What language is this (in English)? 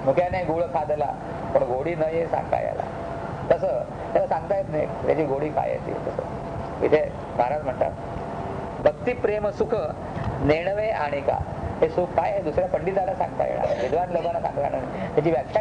Marathi